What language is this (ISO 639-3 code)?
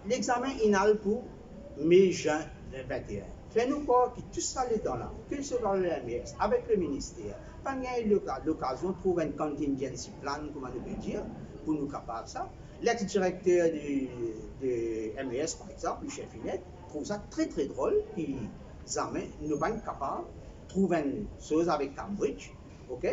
mfe